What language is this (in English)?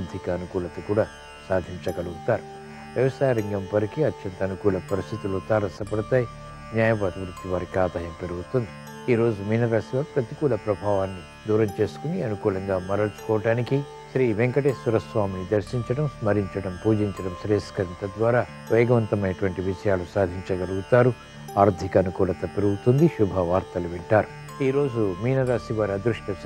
Telugu